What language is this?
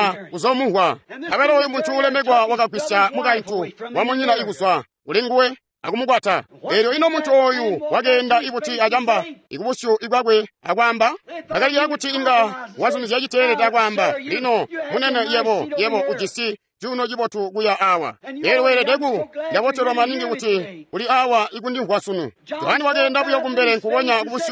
Tonga (Zambia)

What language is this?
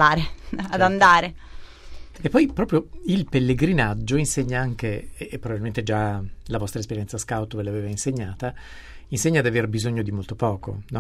Italian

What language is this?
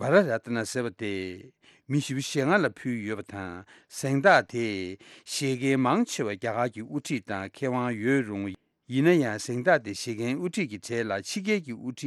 Tibetan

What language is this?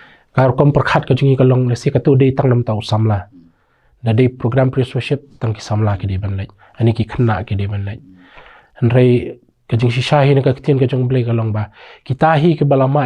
Khasi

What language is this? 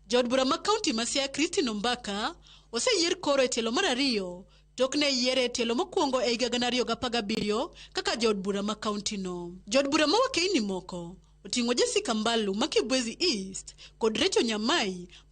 Luo (Kenya and Tanzania)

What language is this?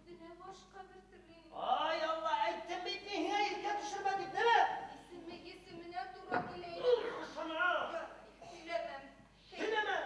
Bashkir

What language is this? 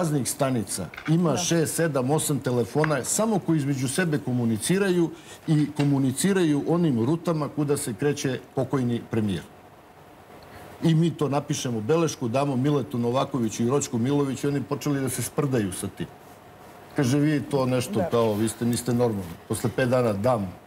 Serbian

